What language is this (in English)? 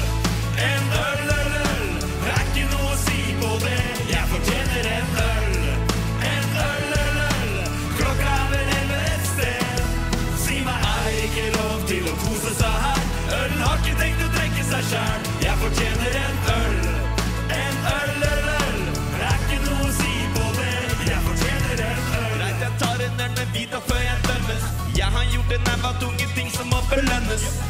Norwegian